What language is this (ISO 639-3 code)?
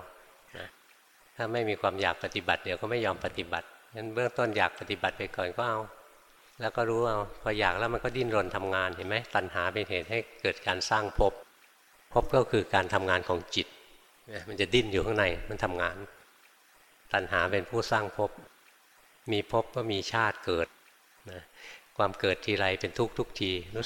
tha